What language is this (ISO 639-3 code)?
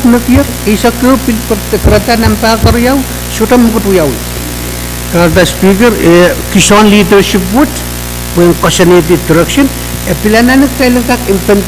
pon